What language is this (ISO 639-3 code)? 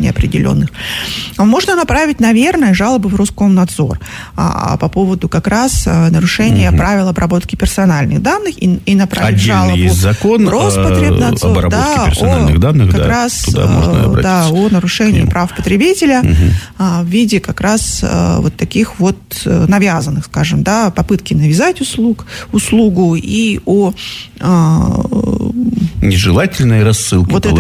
rus